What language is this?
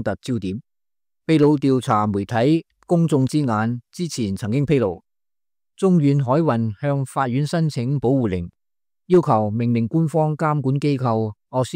Cantonese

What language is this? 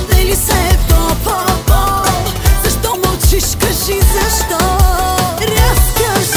Bulgarian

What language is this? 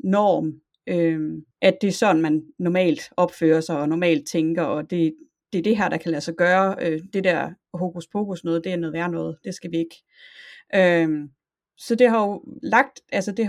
Danish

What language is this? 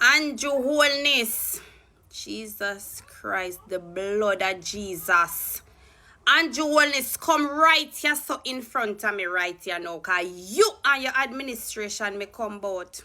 Jamaican Creole English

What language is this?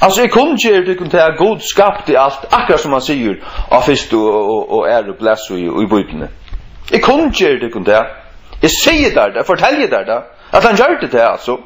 Faroese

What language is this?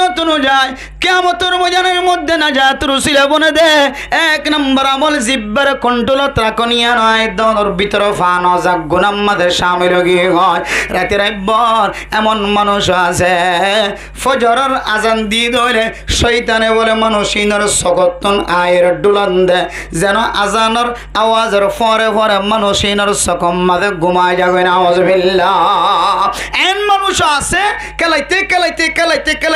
Rohingya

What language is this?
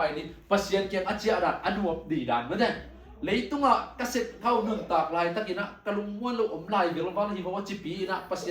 Tedim Chin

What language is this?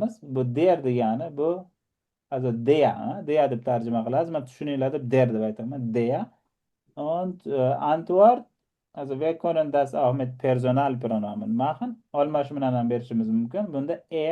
Uzbek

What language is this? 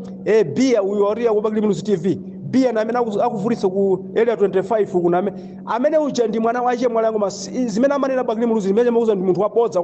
Nyanja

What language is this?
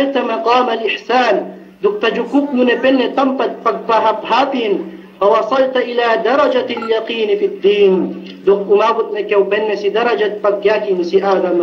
Yakan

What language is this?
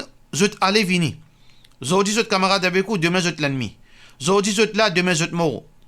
Morisyen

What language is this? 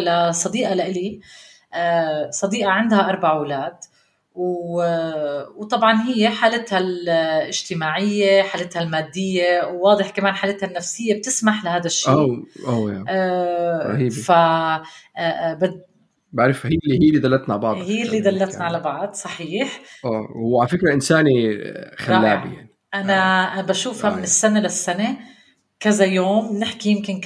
North Levantine Arabic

